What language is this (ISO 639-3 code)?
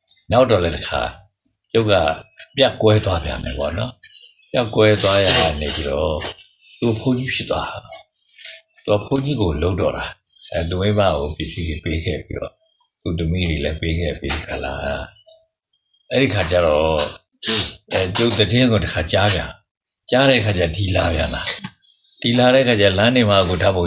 mya